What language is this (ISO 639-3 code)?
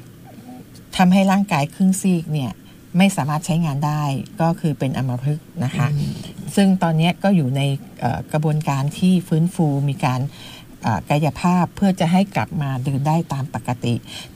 tha